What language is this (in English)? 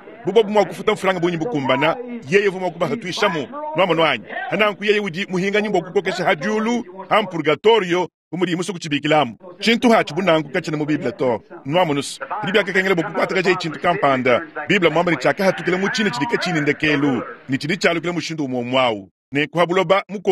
Luba-Lulua